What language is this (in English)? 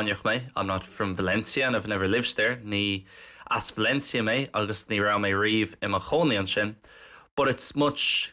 Irish